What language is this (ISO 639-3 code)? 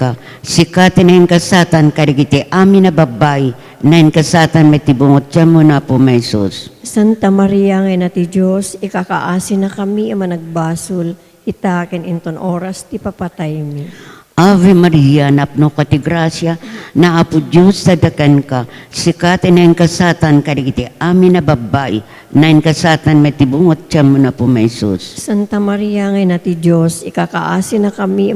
ilo